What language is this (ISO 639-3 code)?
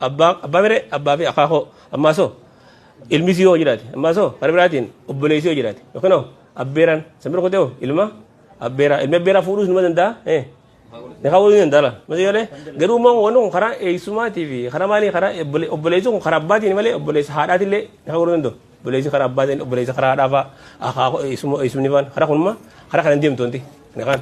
orm